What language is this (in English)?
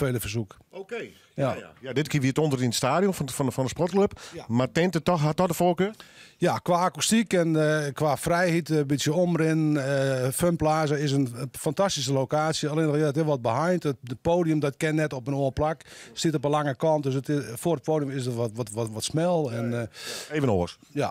Western Frisian